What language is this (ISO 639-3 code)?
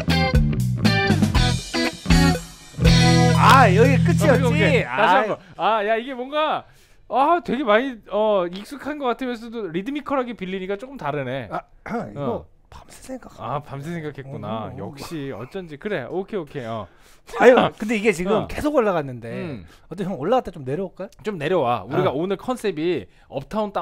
kor